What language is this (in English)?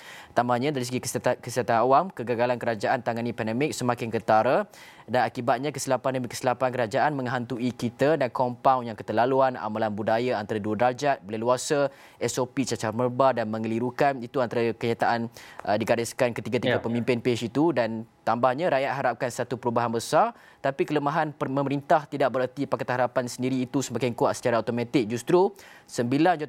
Malay